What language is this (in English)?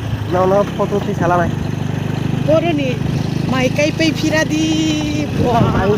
Kok Borok